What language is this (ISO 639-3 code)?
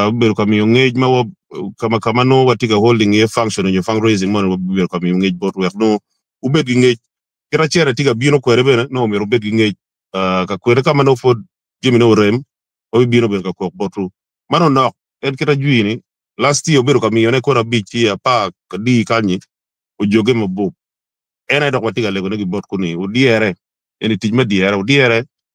ach